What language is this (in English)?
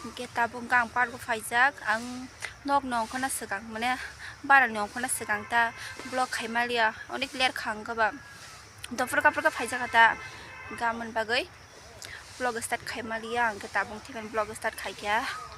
Kok Borok